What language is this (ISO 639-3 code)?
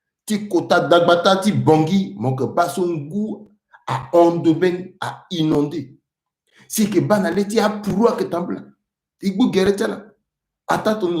sag